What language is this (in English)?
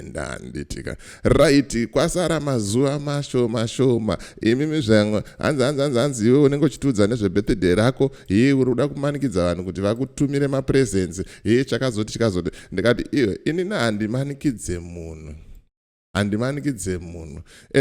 Shona